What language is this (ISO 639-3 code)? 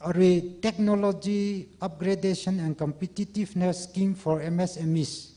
nmf